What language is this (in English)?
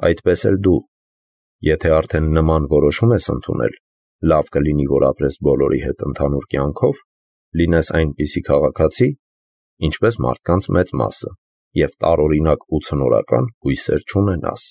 Armenian